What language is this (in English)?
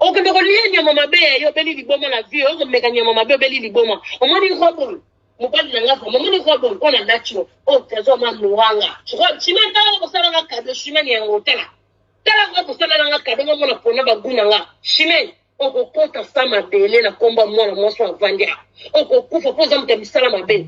Lingala